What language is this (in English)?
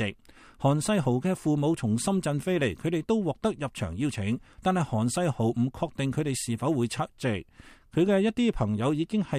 Cantonese